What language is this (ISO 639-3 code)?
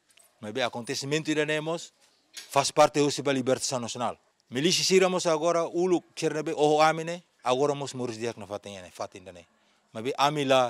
tet